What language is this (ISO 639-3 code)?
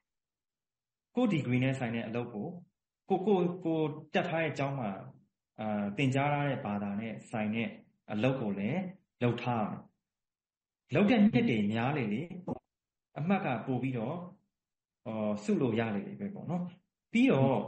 mya